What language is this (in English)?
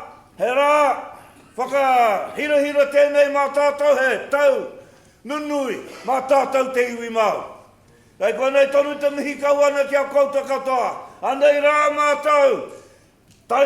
Māori